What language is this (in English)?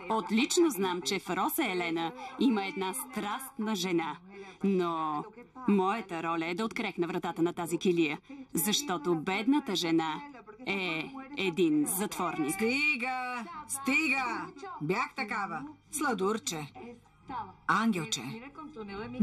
Bulgarian